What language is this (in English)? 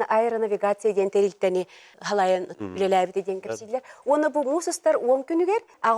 Yakut